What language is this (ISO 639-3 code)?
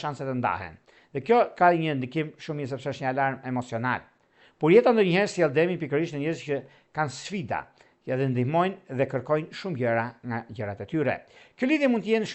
sqi